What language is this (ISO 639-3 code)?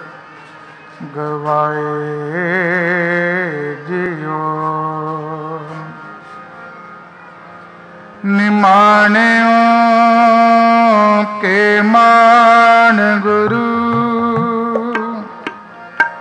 pan